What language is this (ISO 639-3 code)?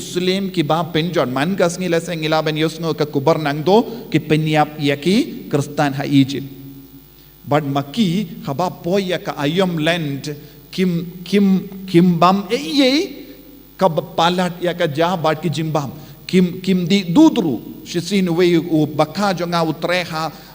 kha